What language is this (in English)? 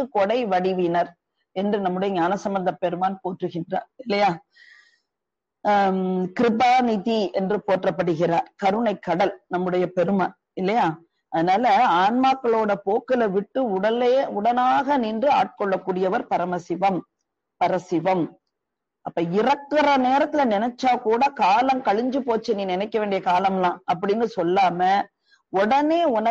Tamil